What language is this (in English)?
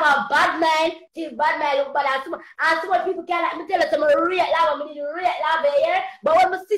Jamaican Creole English